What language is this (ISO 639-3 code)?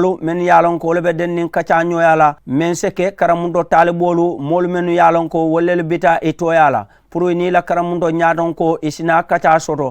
man